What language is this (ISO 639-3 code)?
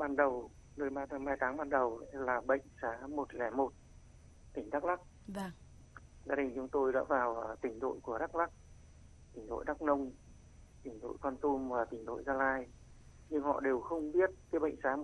vie